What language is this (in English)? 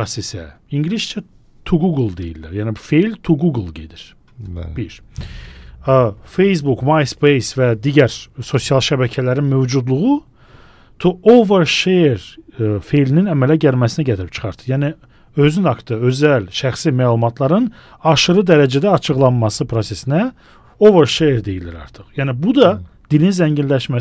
Azerbaijani